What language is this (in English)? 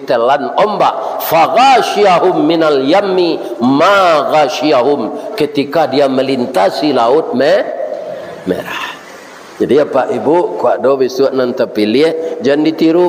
Minangkabau